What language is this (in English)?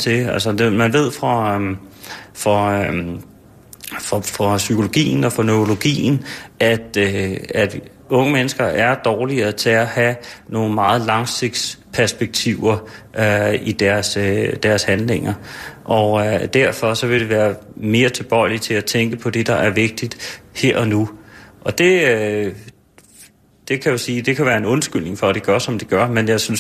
Danish